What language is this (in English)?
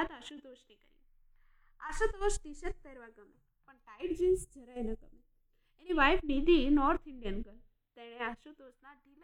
Gujarati